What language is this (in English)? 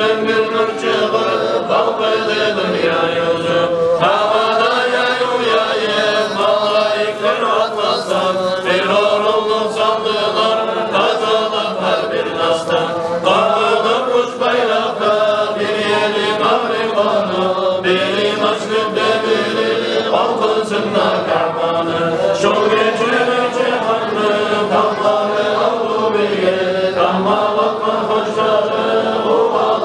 Kumyk